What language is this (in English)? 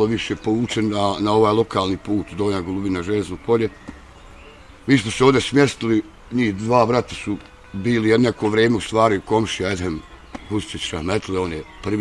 Bosnian